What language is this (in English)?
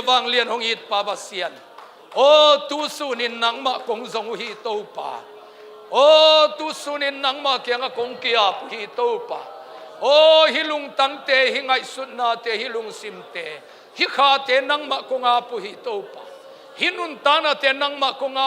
Tedim Chin